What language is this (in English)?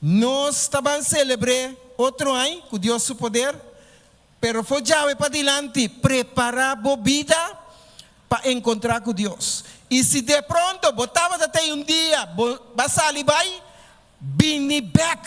Papiamento